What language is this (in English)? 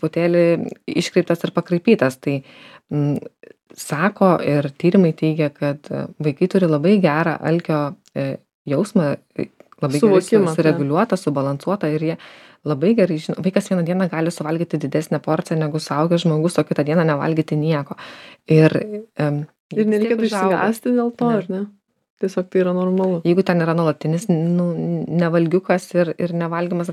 Lithuanian